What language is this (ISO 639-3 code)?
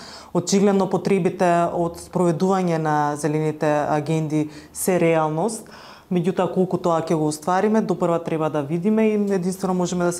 mkd